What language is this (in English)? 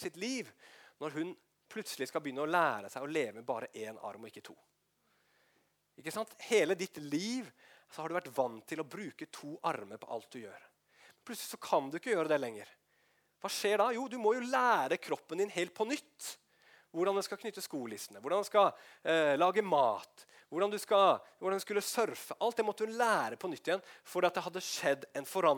Norwegian